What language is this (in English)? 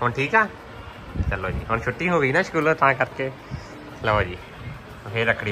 Punjabi